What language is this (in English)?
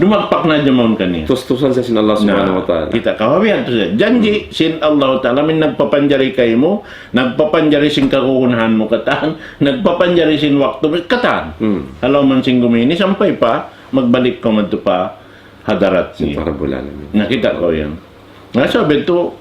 Tausug